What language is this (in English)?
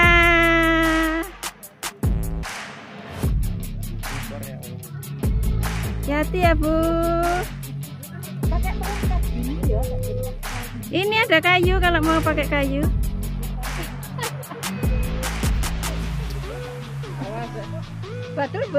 Indonesian